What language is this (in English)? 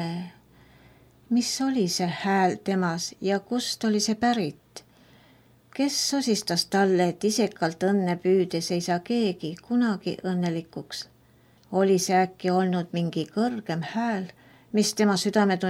Estonian